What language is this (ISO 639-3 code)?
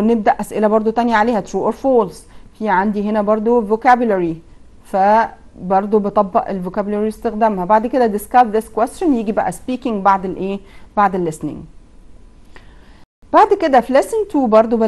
arz